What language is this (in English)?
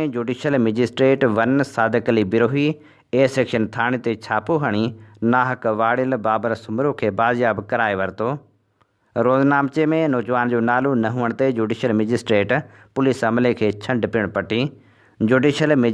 Sindhi